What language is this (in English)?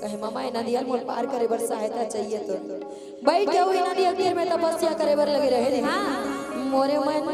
Chhattisgarhi